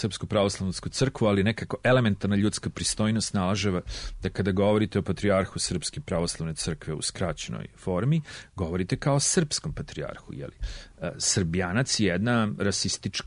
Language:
Serbian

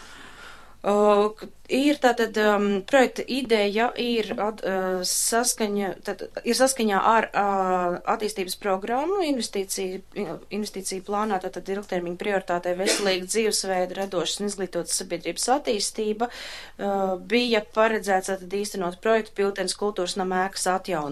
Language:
Latvian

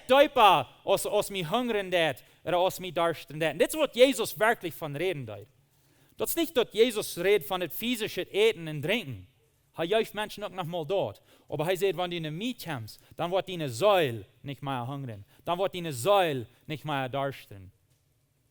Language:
Plautdietsch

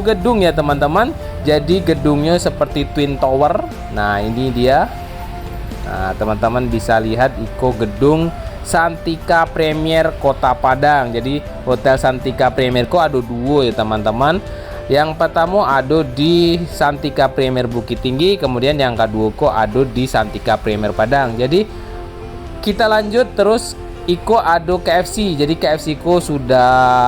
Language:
Minangkabau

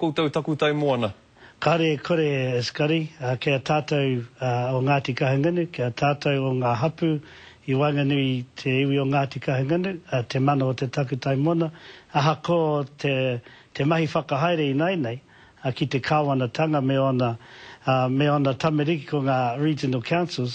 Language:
Māori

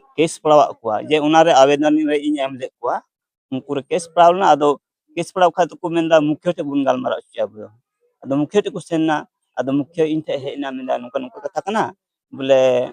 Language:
Santali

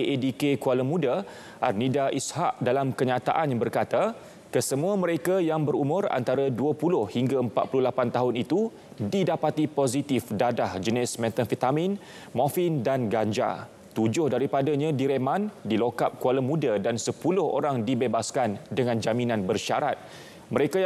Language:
Malay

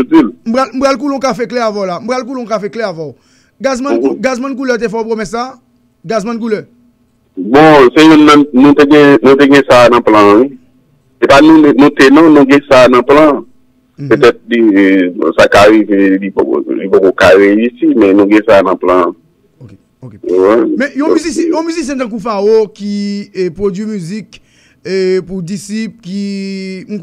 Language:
Haitian Creole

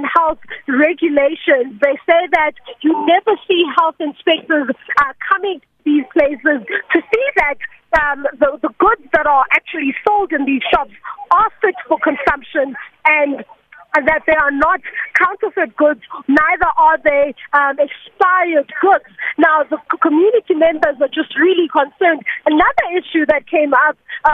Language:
English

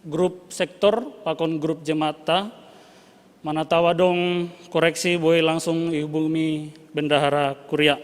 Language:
Batak Simalungun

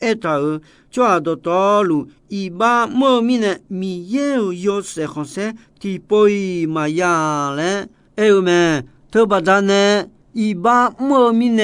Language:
Akha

